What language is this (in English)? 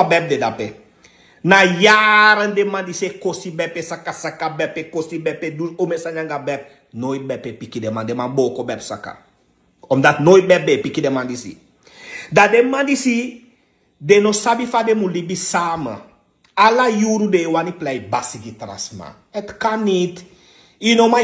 Sranan Tongo